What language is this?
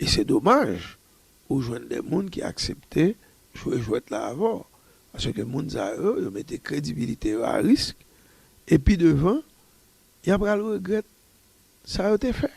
Haitian Creole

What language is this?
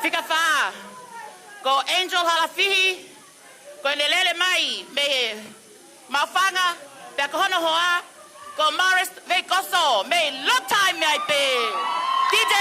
Tongan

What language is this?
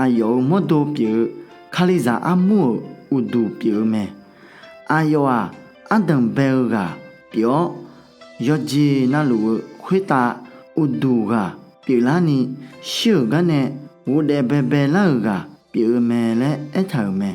Akha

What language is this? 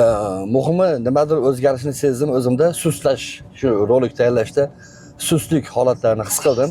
Uzbek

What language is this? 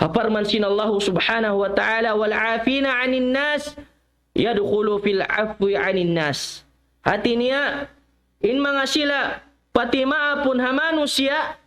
Tausug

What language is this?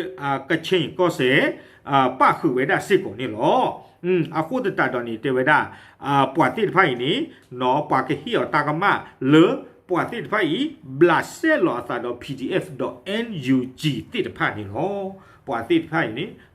S'gaw Karen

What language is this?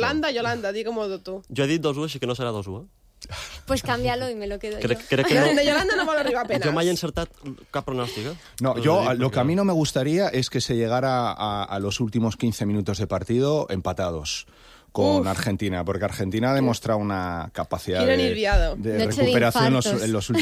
Catalan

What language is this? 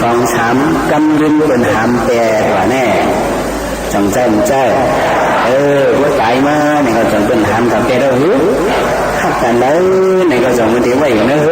Shan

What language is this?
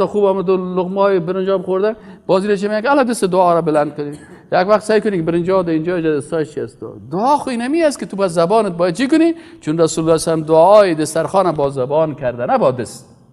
Persian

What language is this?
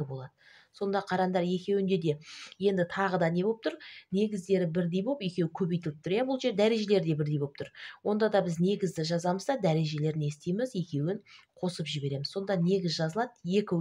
Kazakh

